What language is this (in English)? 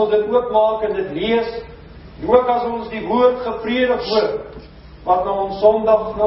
Afrikaans